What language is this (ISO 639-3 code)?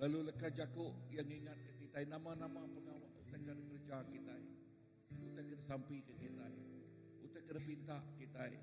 iba